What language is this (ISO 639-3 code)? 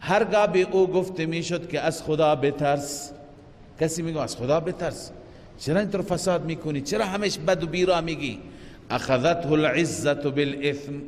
fas